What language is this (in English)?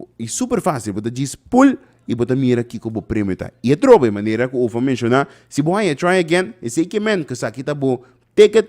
Papiamento